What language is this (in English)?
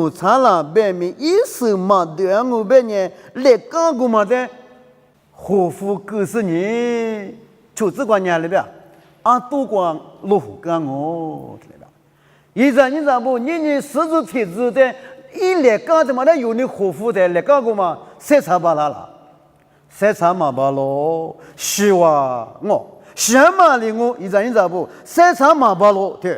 Lisu